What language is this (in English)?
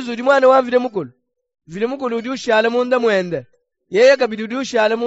Luba-Lulua